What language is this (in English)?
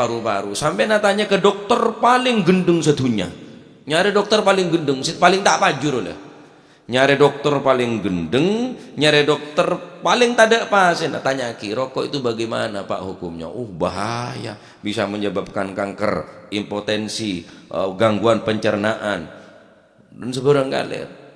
Madurese